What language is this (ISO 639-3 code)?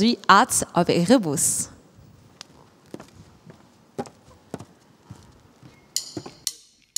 eng